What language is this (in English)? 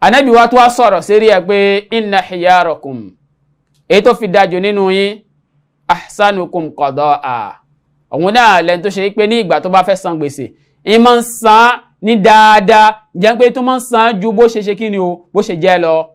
Yoruba